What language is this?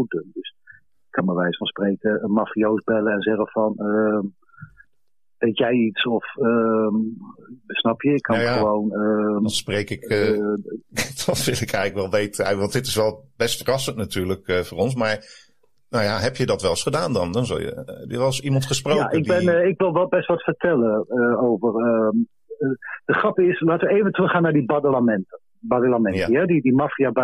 Dutch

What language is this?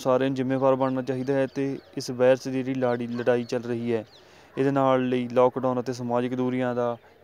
Punjabi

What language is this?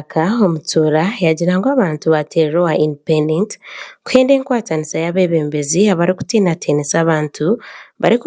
Nyankole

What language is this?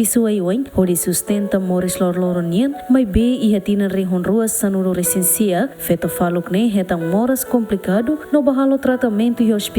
Tetum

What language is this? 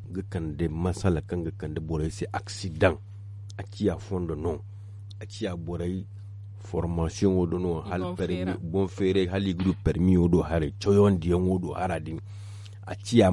Zarma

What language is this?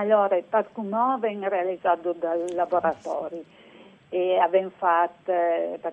Friulian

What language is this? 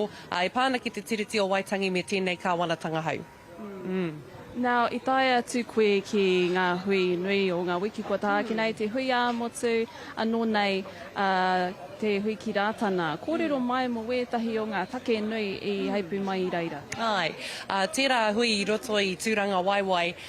Māori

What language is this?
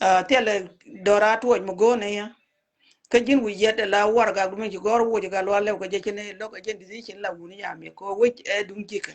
Nuer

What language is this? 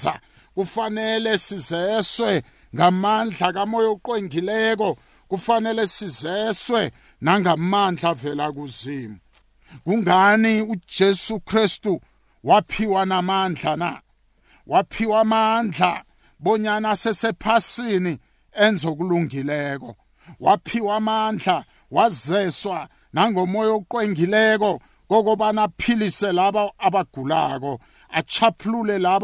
South Ndebele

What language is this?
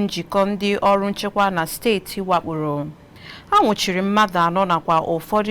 Igbo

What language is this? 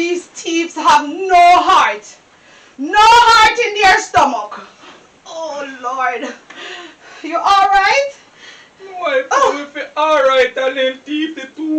Jamaican Creole English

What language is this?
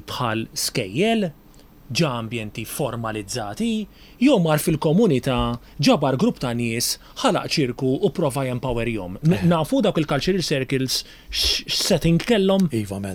Maltese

